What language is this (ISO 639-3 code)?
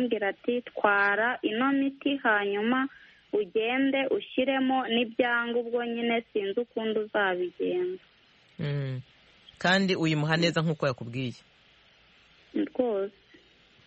kin